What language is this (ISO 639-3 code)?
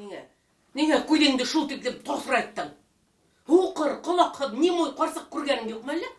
bak